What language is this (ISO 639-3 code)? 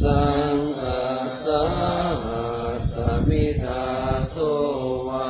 pli